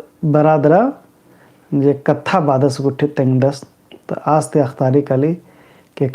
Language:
Kurukh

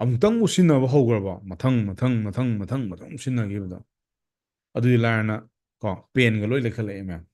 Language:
Manipuri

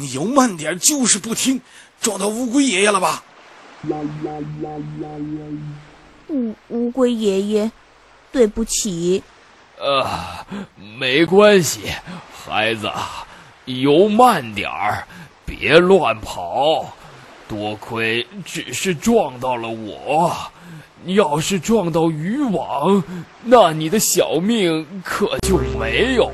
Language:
Chinese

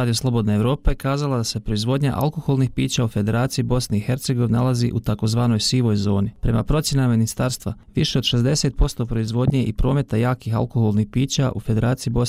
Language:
Bosnian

